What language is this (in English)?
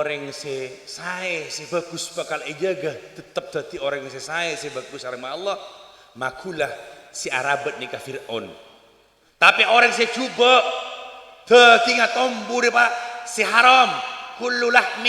Madurese